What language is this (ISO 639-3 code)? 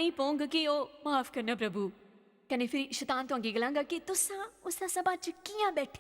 doi